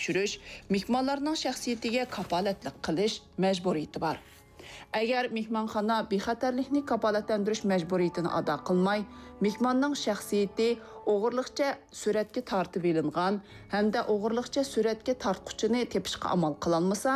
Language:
Uyghur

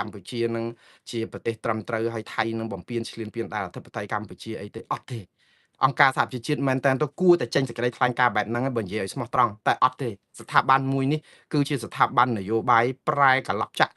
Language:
Khmer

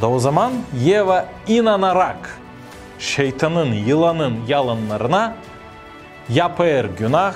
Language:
Gagauz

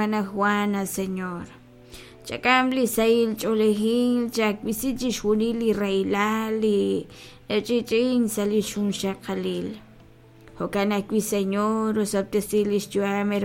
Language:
Kekchí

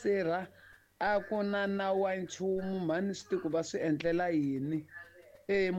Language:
Tsonga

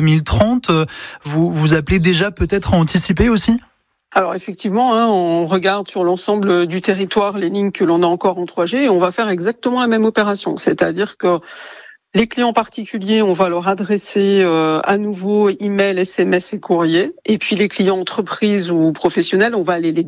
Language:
French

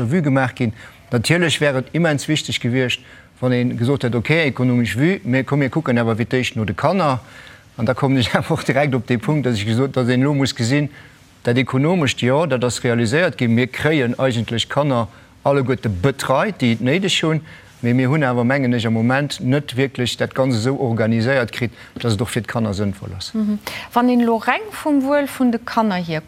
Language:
Luxembourgish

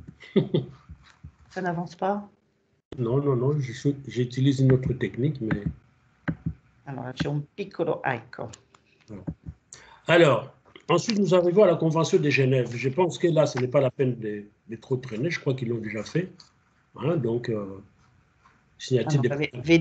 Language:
French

